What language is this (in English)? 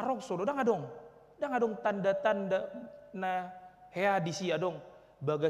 Batak Toba